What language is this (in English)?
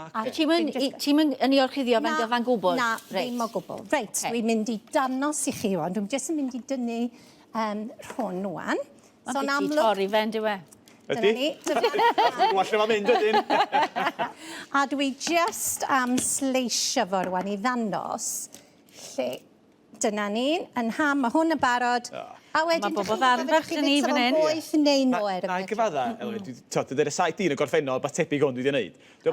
Welsh